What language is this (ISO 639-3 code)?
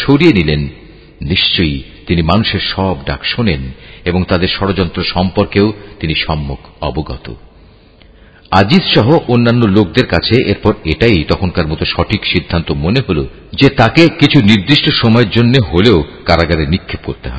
ben